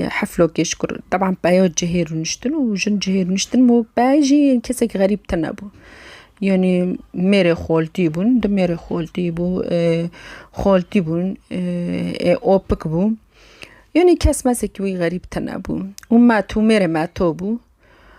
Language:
Kurdish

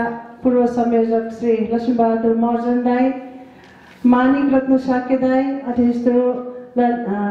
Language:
Nepali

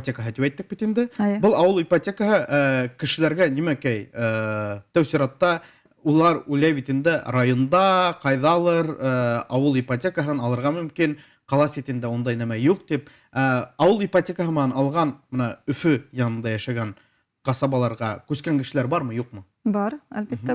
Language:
Bashkir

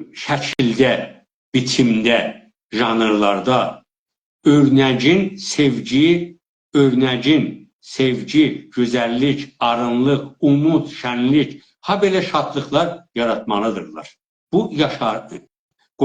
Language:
South Azerbaijani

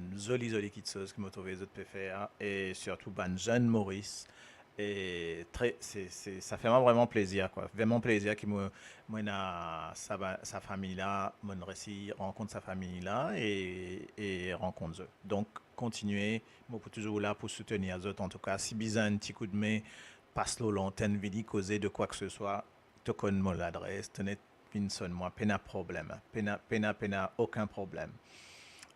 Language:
Morisyen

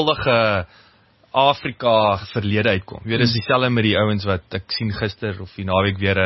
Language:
Afrikaans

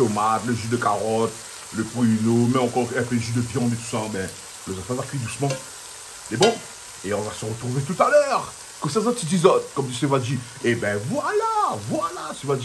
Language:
Réunion Creole French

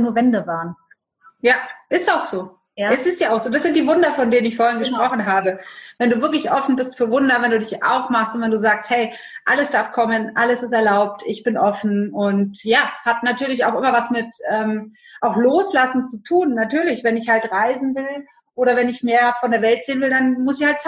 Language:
German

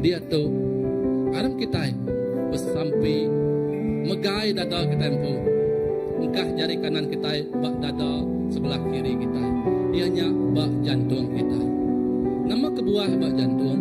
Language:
Iban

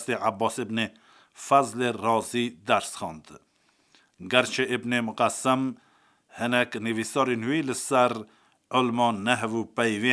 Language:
Kurdish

